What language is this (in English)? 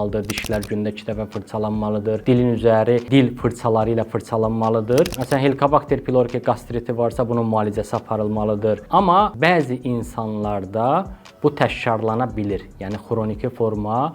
Azerbaijani